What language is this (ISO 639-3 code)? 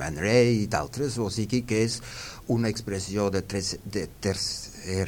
cat